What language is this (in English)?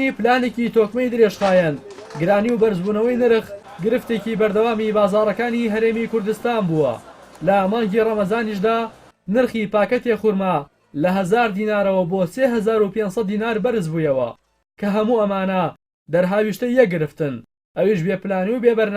Central Kurdish